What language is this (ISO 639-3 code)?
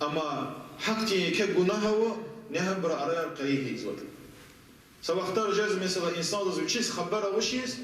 lez